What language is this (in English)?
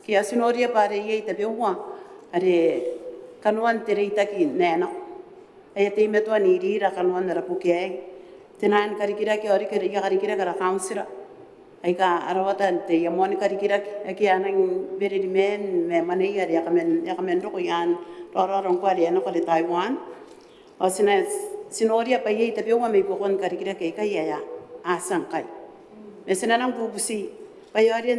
Gilbertese